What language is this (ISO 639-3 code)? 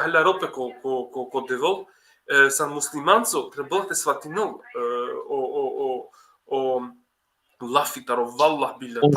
rmn